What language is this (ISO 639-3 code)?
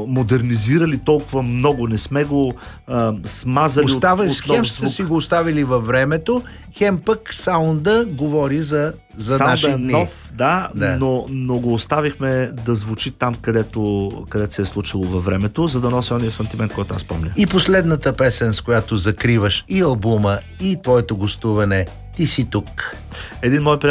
bul